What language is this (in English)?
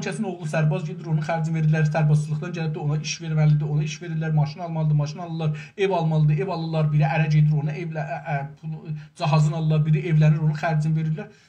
South Azerbaijani